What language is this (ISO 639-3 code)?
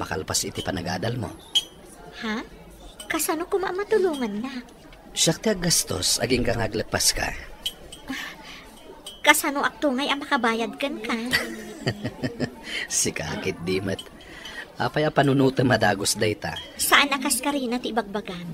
ilo